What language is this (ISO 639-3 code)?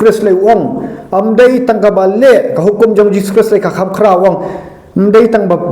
kha